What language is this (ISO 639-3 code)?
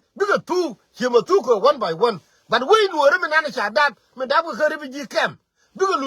nus